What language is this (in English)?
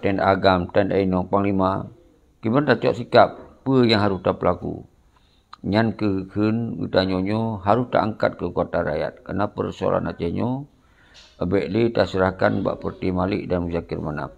Achinese